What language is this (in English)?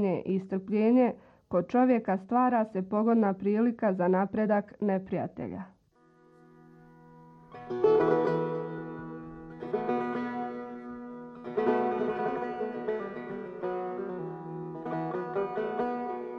Bosnian